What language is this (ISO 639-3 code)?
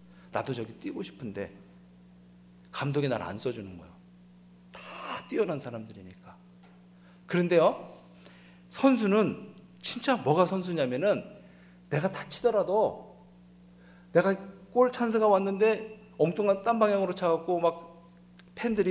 kor